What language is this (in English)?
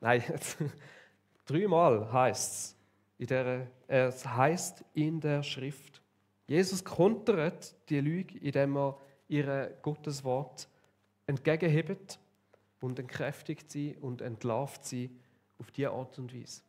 Swiss German